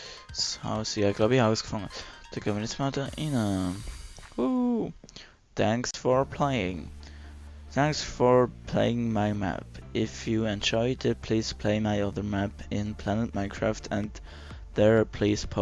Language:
Swiss German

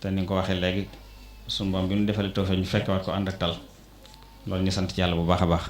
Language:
Wolof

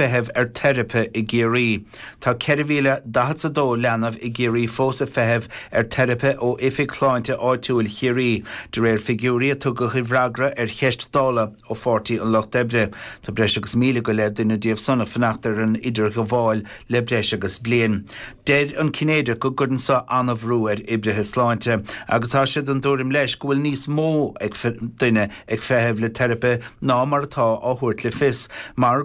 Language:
Irish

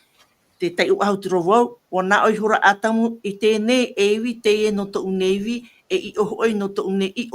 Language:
Tahitian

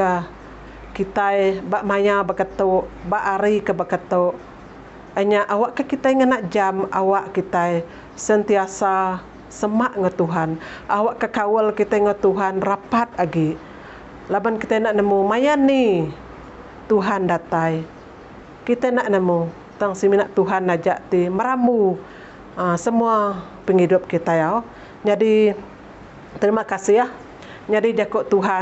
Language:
Iban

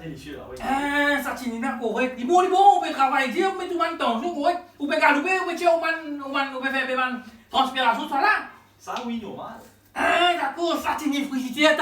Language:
Morisyen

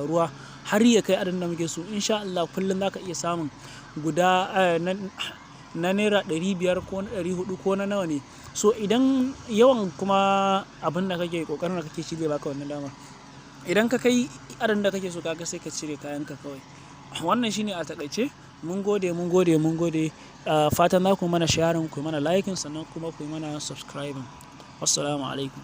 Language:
Hausa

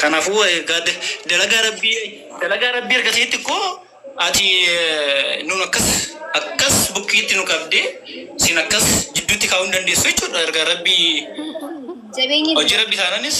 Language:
Oromo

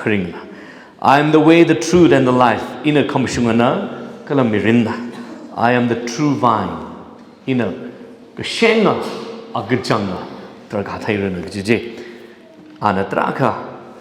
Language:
Tangkhul Naga (India)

